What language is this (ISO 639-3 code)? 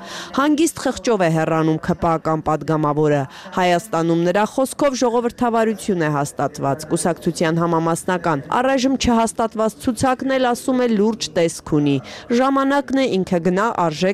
hye